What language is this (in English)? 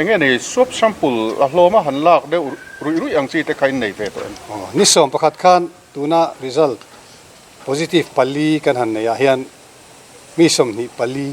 Mizo